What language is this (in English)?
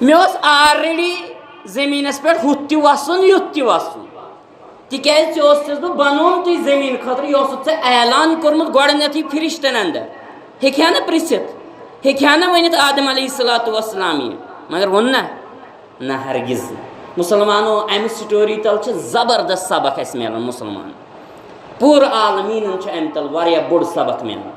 Kashmiri